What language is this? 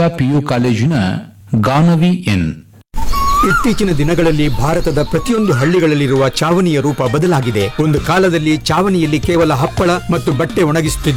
Kannada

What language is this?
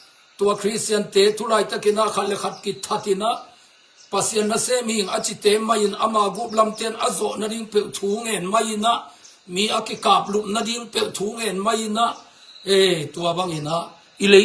Tedim Chin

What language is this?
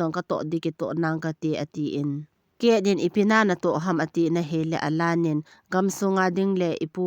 Thado Chin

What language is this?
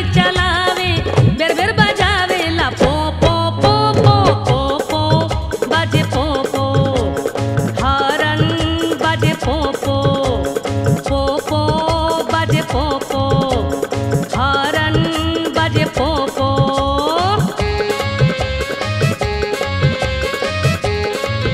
Bhojpuri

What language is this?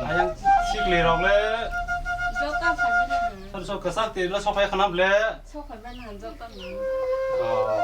Kok Borok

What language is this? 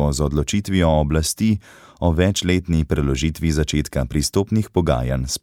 Slovenian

